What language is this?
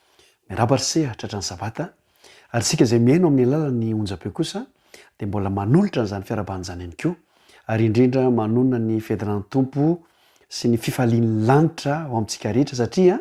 Malagasy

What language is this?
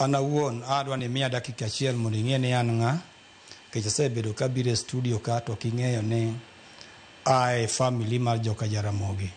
Luo (Kenya and Tanzania)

